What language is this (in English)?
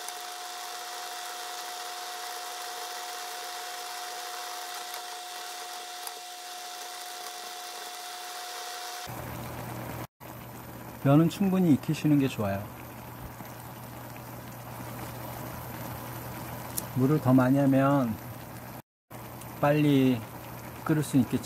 Korean